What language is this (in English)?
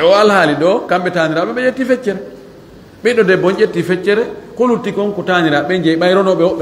Fula